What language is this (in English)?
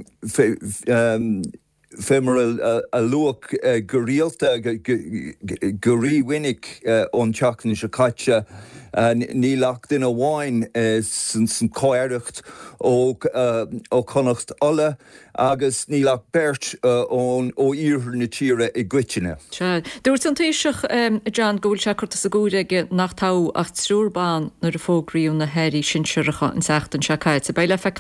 Irish